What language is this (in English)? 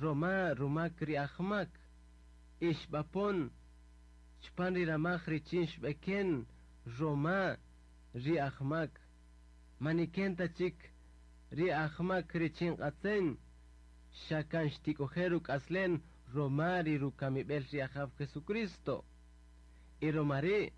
Kaqchikel